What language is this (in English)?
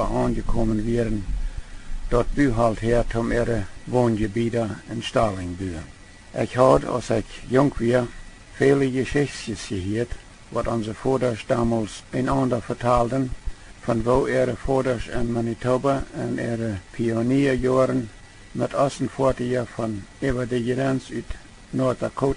Plautdietsch